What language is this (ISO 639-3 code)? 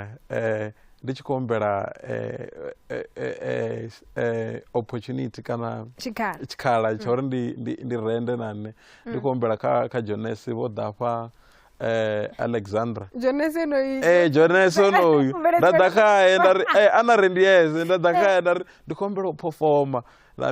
ven